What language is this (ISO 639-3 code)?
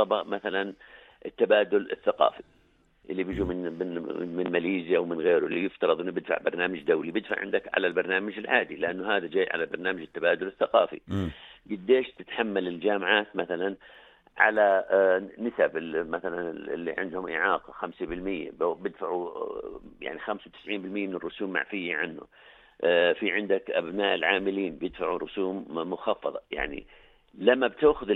apc